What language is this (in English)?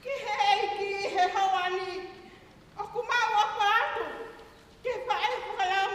Tongan